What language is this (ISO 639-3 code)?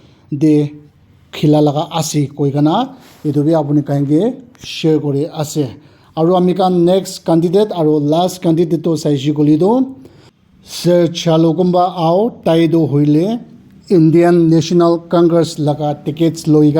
nag